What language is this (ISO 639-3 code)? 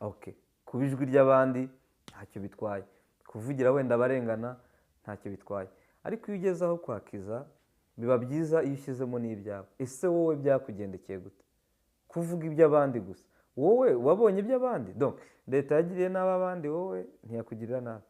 kin